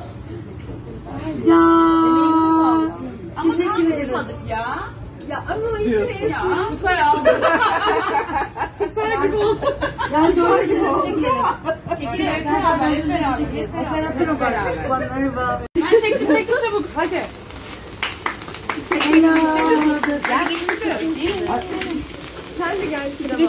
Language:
Turkish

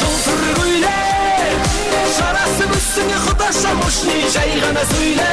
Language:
Kara-Kalpak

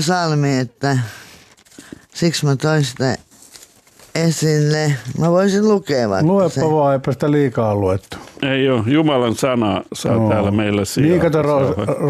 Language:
Finnish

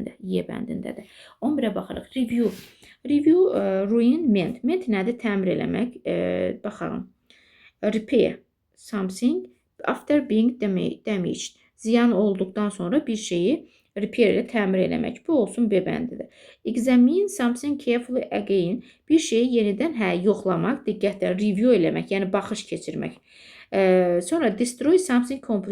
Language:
Azerbaijani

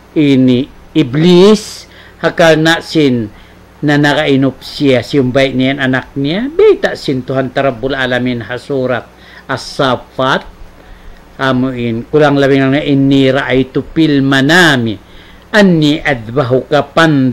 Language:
Tausug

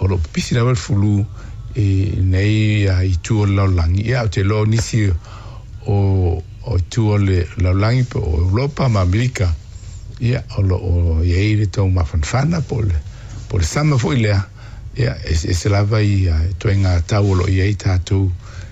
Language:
Samoan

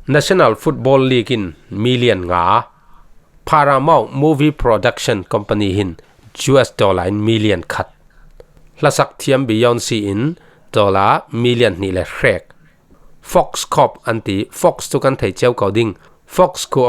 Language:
Falam Chin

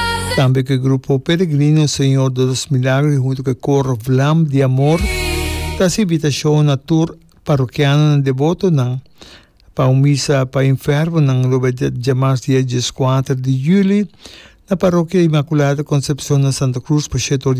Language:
Papiamento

